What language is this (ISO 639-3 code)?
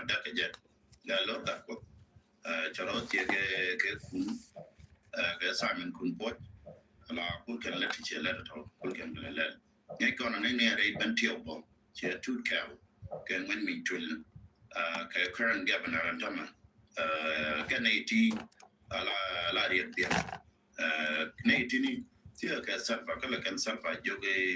nus